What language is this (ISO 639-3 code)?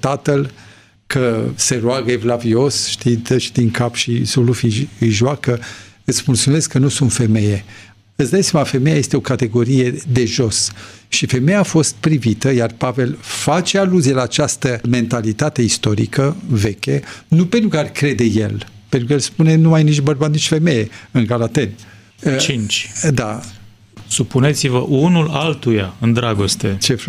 ron